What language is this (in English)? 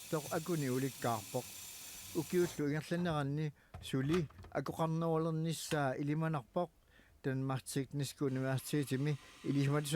Kalaallisut